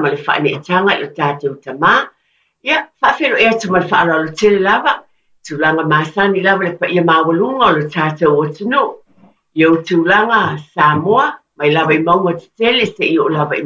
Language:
Samoan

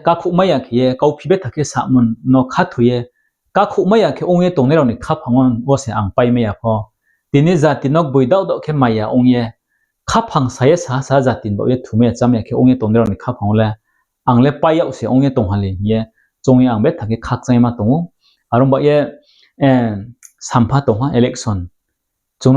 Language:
Riang (India)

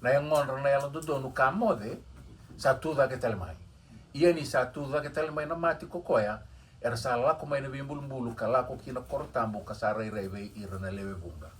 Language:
Fijian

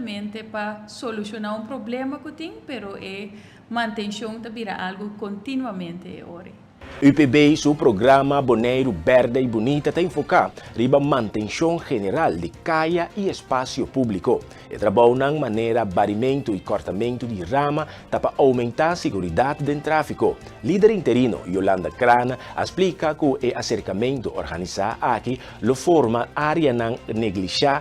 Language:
Papiamento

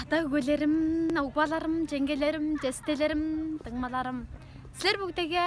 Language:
Tuvinian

